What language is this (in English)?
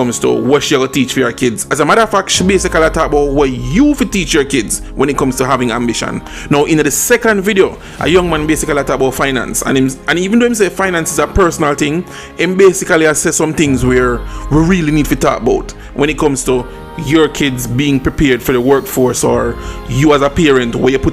Jamaican Creole English